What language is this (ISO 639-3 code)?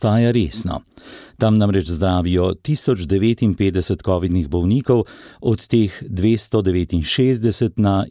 slv